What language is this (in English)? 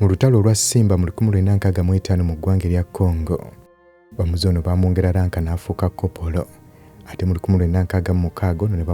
Ganda